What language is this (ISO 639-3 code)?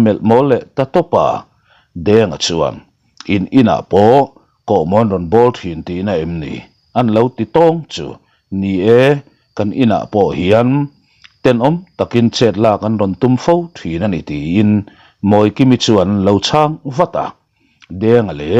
lus